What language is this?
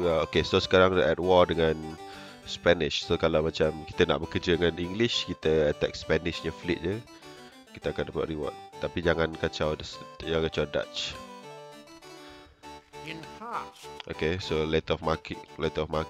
Malay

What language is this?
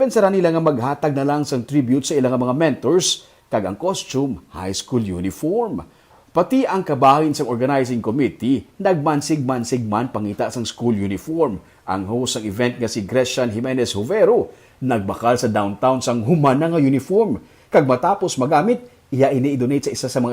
Hiligaynon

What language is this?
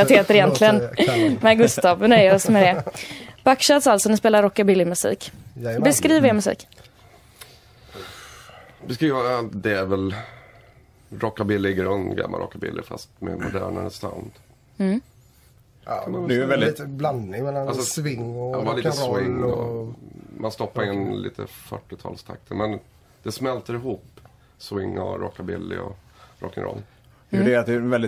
Swedish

